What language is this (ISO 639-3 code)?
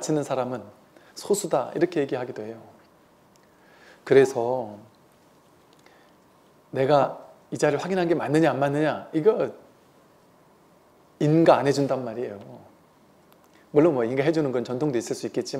kor